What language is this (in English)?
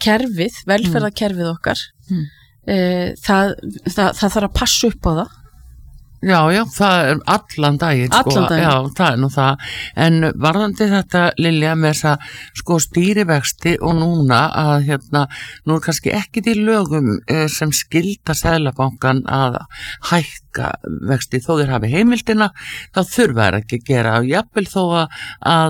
Icelandic